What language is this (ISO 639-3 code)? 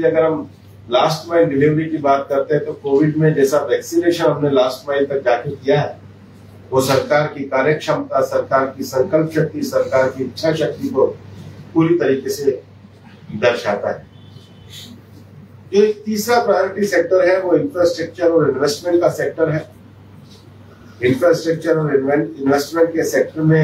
hin